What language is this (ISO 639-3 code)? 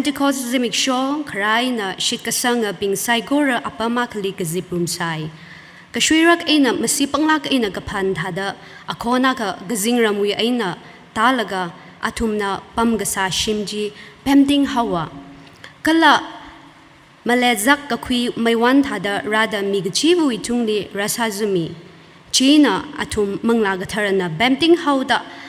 nmf